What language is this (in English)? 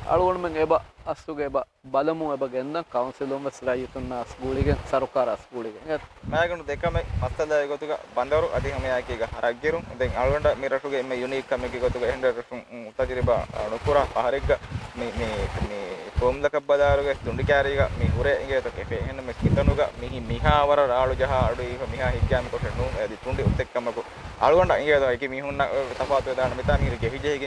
Divehi